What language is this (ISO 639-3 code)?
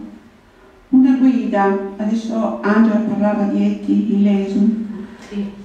ita